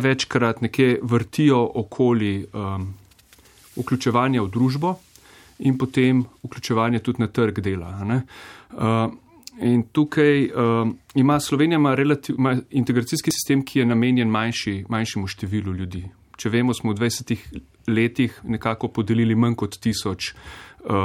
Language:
Slovenian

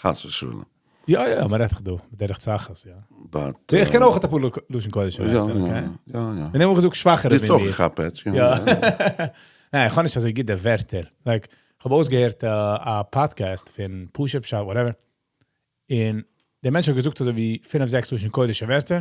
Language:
Yiddish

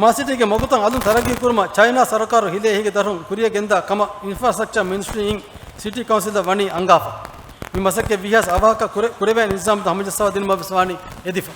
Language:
Divehi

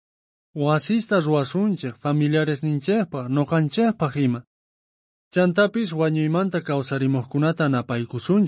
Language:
South Bolivian Quechua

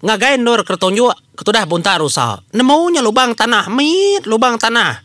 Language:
Iban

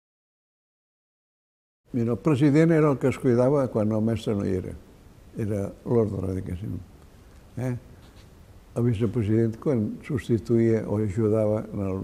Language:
Catalan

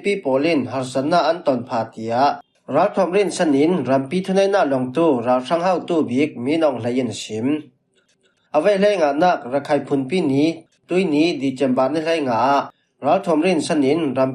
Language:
Falam Chin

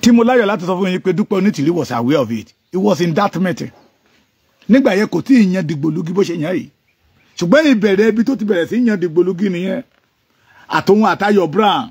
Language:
Yoruba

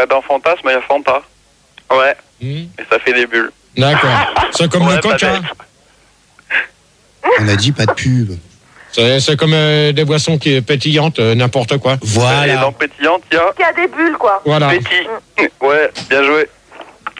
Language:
French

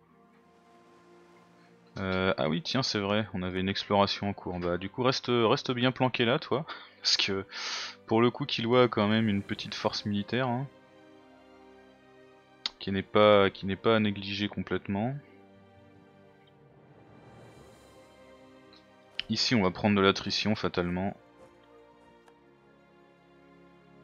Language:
French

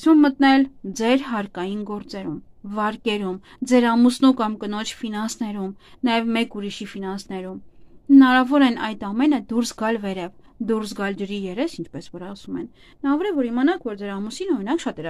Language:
Armenian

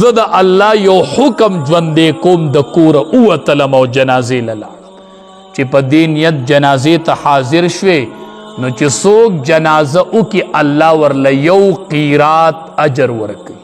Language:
Pashto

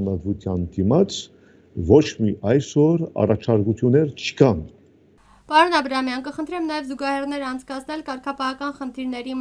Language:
Armenian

